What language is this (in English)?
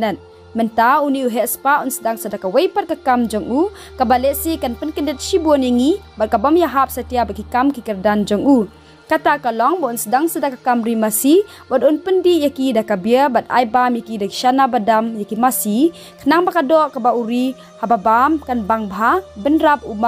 Khasi